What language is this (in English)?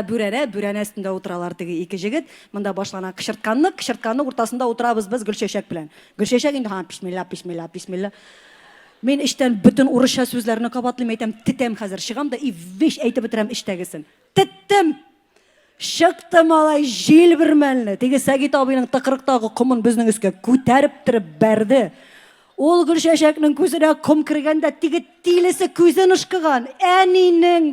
Tatar